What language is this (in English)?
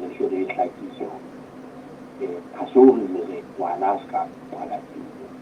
Southern Sotho